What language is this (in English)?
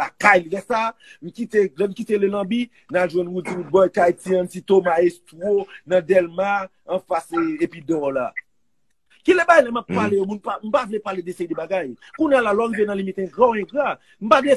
Haitian Creole